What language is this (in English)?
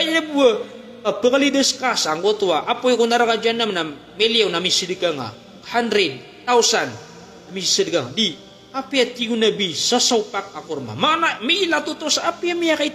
Maranao